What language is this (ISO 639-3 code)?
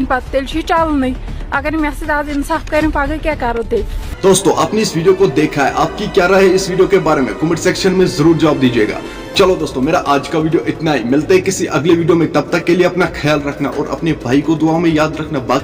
kas